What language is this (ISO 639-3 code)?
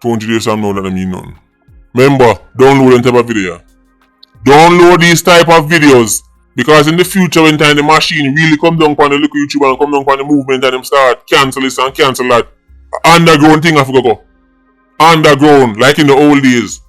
jam